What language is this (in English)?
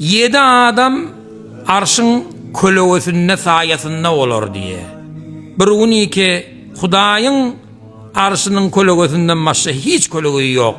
Turkmen